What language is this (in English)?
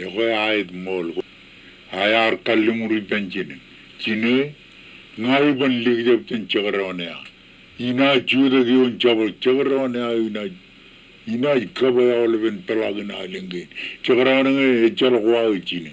Marshallese